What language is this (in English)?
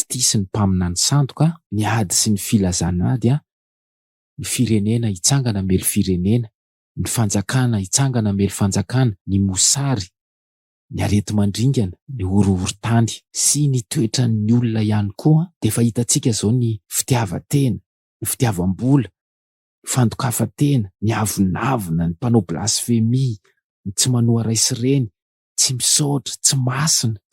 Malagasy